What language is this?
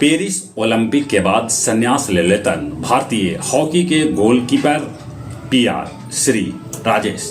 Magahi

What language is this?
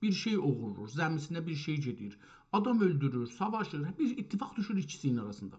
South Azerbaijani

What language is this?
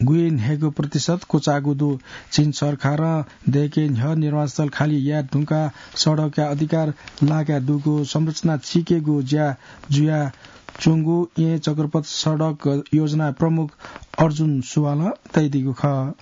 Newari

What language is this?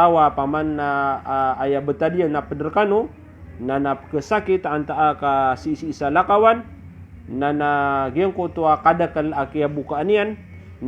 Maranao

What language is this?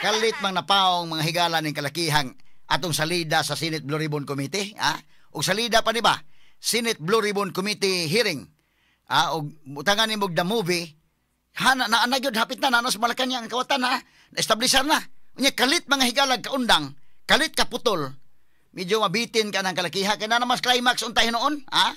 Cebuano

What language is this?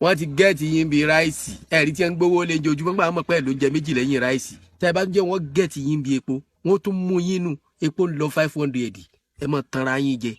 Yoruba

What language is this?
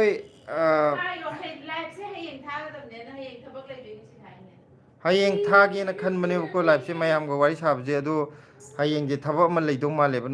Manipuri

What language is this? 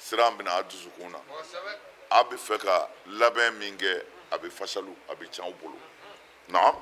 Bambara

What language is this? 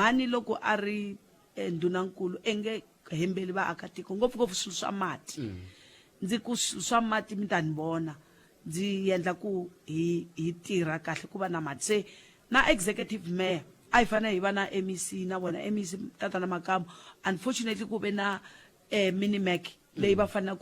Tsonga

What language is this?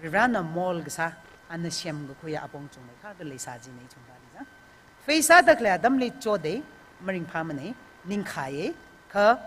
Tangkhul Naga (India)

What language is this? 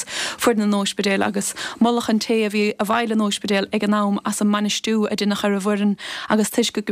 Irish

